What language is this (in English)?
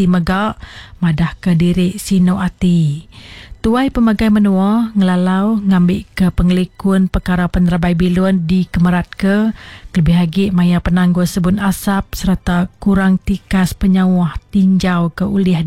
Iban